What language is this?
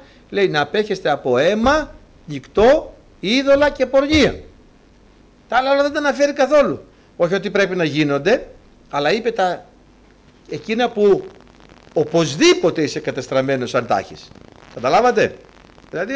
Greek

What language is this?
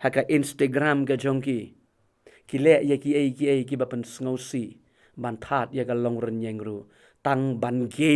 Khasi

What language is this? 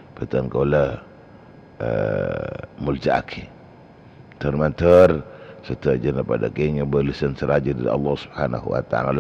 Madurese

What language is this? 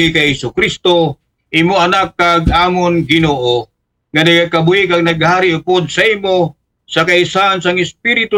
Aklanon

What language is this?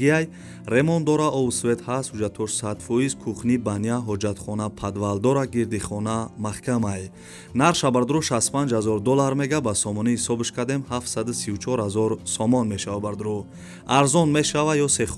Tajik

